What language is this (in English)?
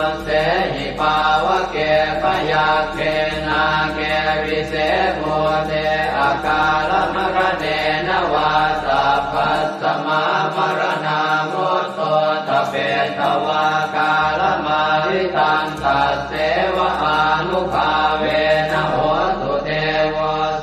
Pali